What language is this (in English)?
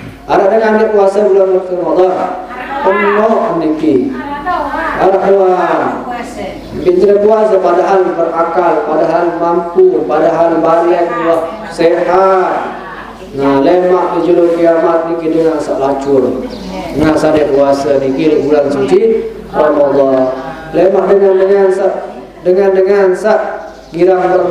Sasak